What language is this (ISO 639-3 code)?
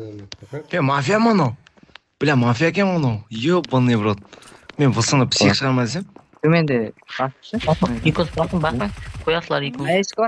kaa